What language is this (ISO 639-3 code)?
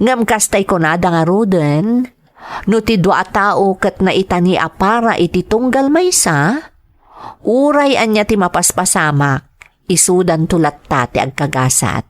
ilo